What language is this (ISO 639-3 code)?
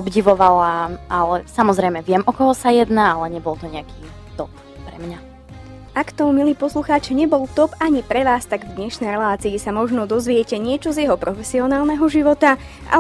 slk